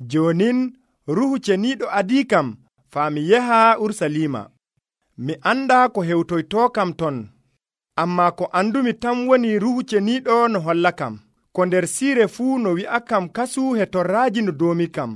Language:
Nigerian Fulfulde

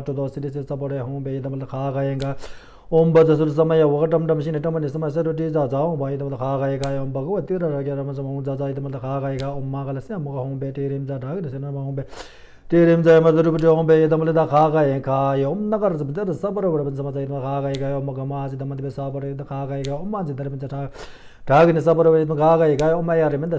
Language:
Tibetan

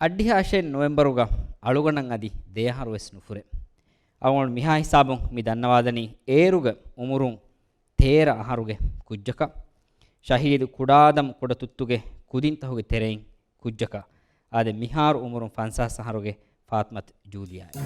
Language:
Divehi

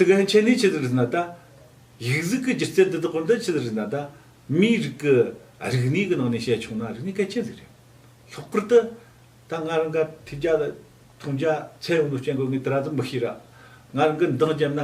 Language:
Tibetan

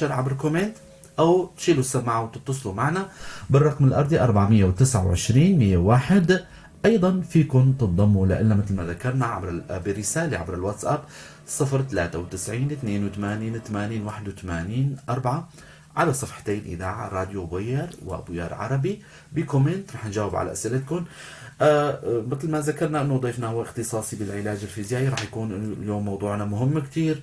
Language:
North Levantine Arabic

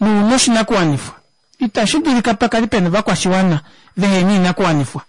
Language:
Kuanyama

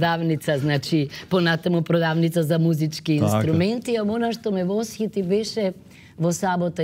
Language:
Macedonian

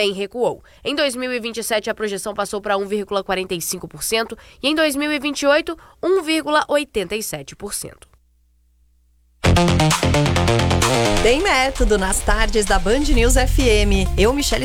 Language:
Portuguese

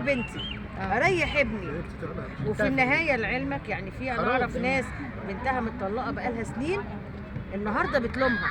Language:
Egyptian Arabic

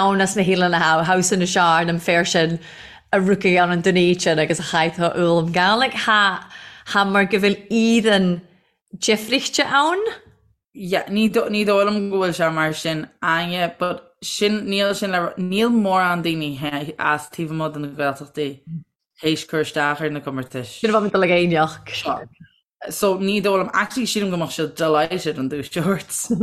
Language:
Irish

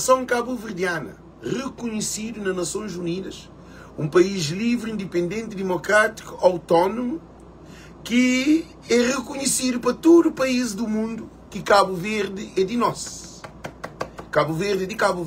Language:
Kabuverdianu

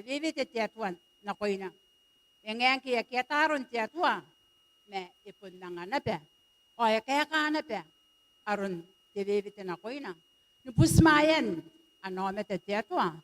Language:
Gilbertese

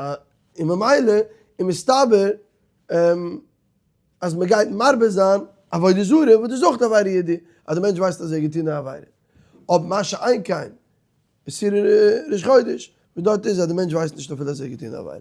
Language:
Yiddish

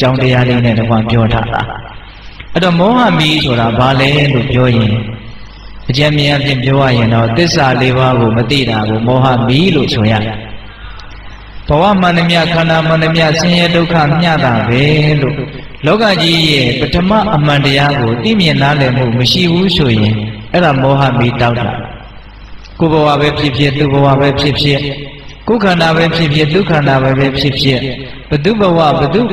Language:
Burmese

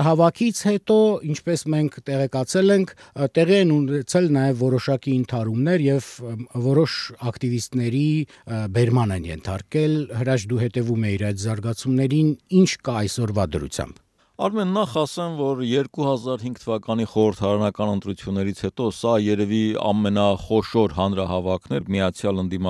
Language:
Armenian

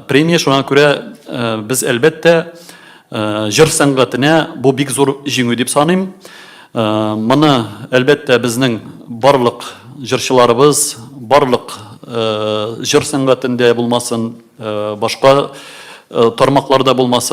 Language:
Tatar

